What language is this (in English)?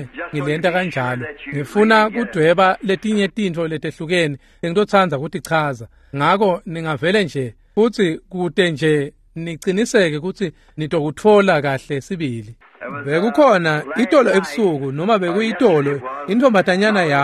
Swati